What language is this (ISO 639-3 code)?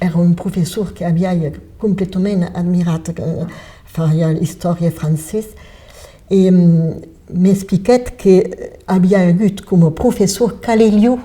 oci